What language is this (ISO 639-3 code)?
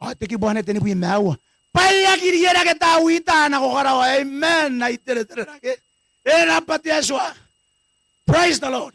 gil